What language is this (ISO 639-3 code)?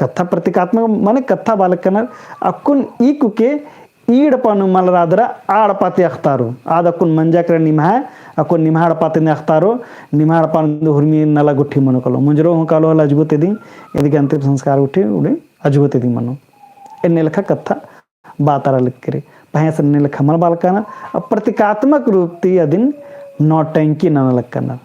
kru